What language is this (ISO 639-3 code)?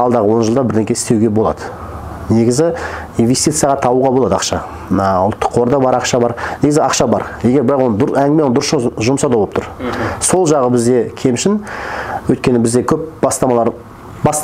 kaz